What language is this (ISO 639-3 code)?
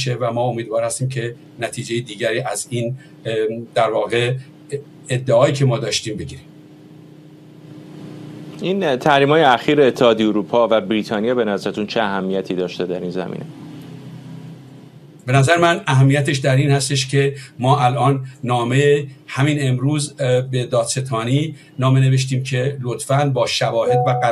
fas